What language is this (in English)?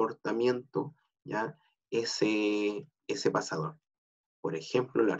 Spanish